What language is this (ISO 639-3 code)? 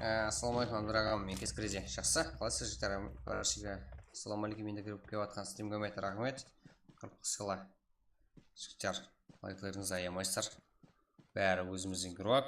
kaa